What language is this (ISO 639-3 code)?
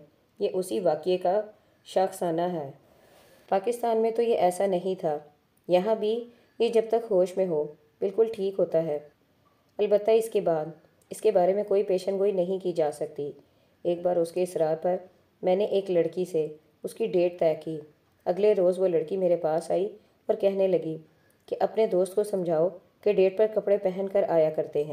urd